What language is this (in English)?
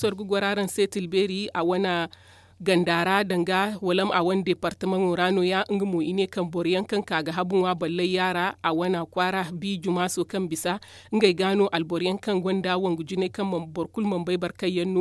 Zarma